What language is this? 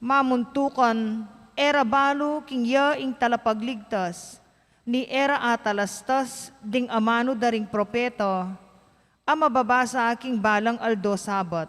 Pampanga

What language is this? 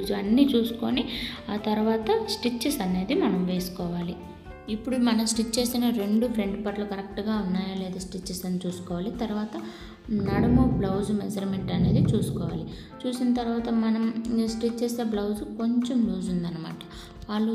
Telugu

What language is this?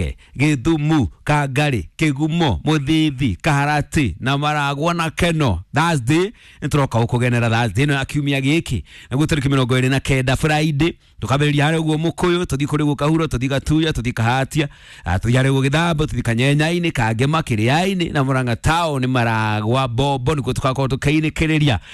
Kikuyu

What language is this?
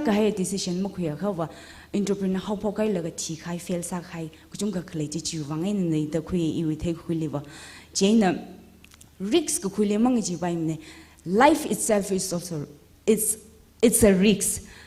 Tangkhul Naga (India)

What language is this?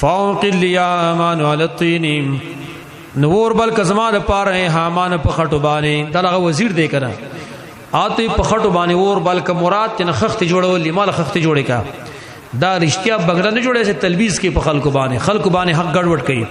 Pashto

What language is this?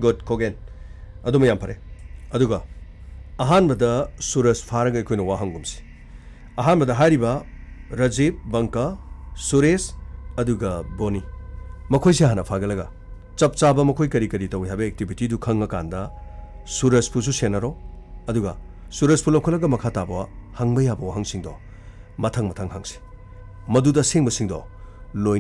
Manipuri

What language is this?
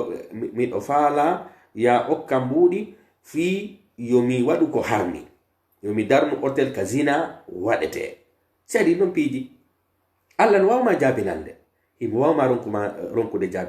Pular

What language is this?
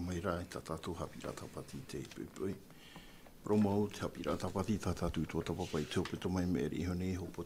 Tahitian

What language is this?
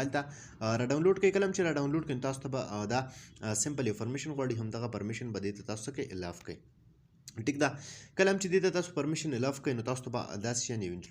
Pashto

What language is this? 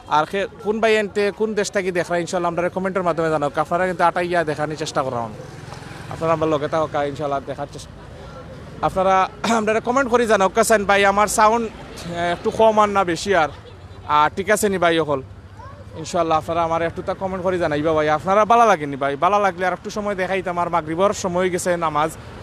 Sylheti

